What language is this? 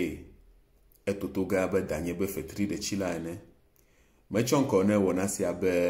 Ewe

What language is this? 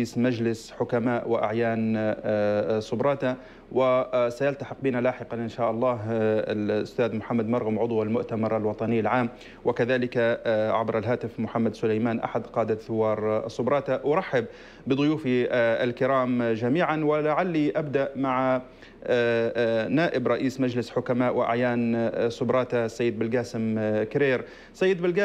Arabic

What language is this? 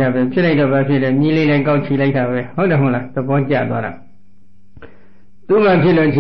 Burmese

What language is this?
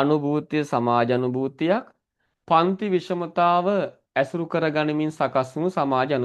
Sinhala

